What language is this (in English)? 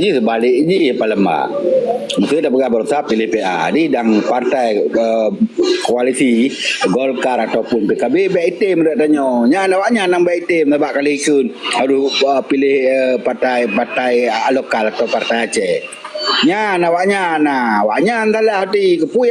Achinese